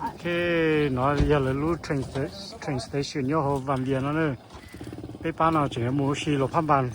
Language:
Hmong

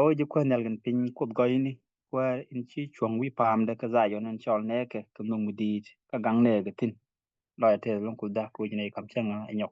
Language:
Nuer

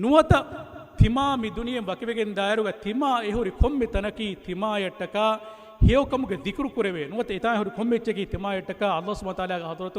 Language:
Divehi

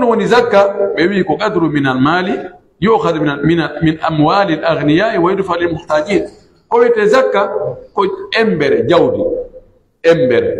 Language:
Pular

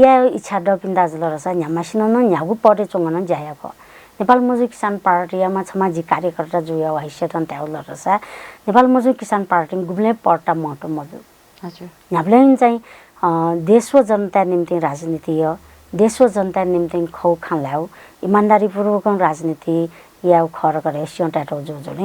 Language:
Newari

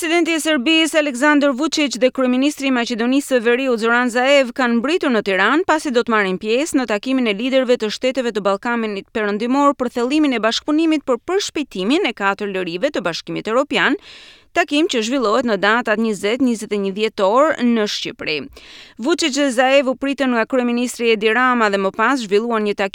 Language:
Albanian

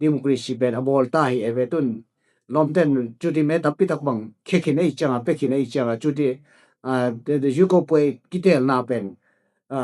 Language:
Tedim Chin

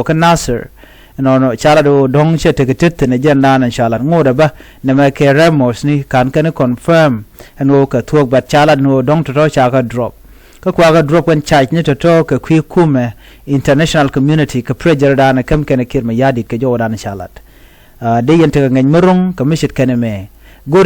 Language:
Nuer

